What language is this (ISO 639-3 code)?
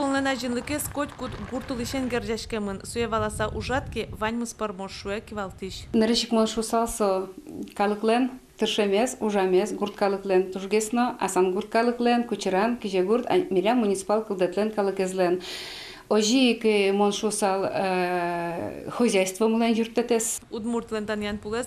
udm